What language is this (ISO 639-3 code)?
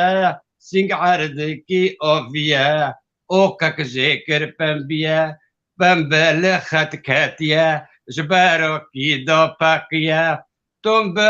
kur